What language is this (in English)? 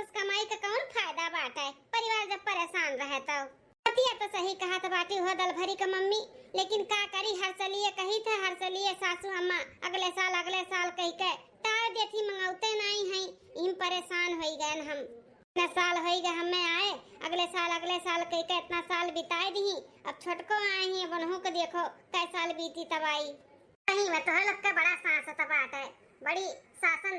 Awadhi